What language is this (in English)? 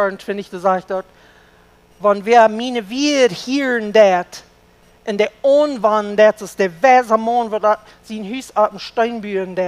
Plautdietsch